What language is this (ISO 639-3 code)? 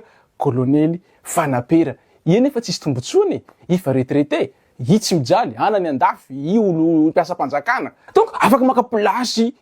mlg